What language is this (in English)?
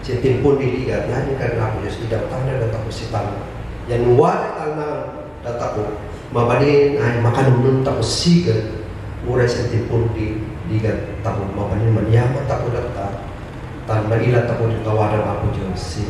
Kankanaey